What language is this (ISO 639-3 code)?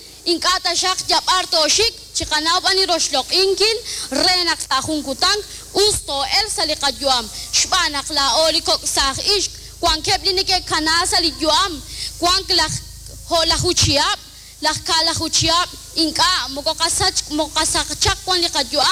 kek